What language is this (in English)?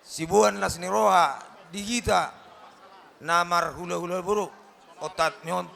Batak Toba